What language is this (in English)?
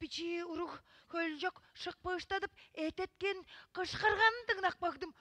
Tuvinian